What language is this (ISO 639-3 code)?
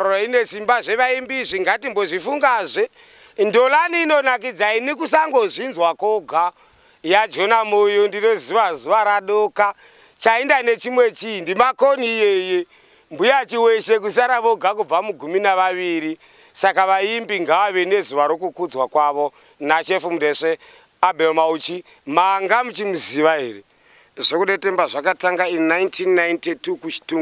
sna